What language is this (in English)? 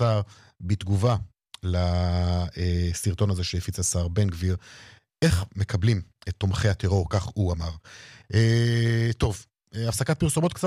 Hebrew